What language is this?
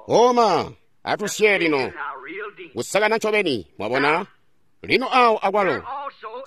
Tonga (Zambia)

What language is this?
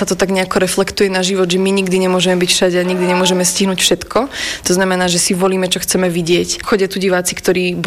Slovak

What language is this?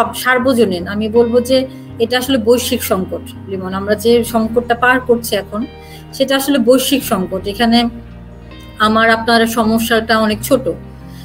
Bangla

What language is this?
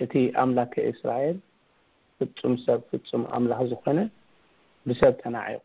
Tigrinya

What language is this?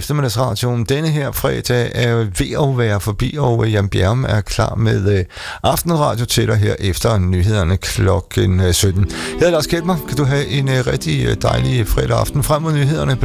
Danish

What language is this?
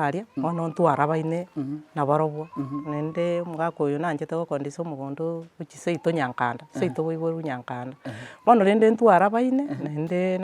Gusii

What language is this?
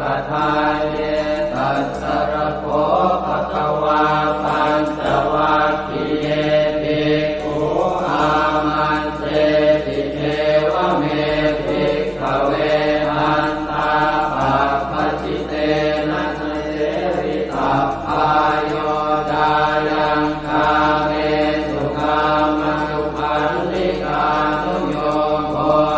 Pali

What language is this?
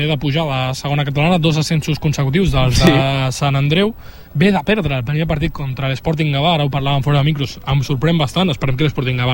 Catalan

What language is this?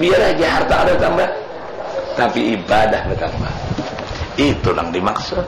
Banjar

